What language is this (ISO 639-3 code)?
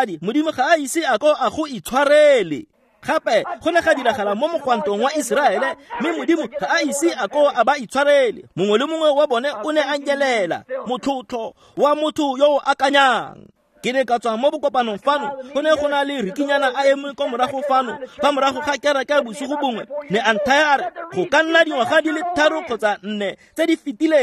tsn